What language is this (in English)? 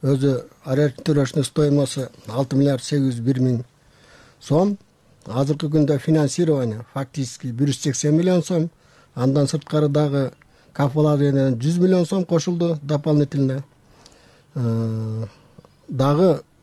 Kyrgyz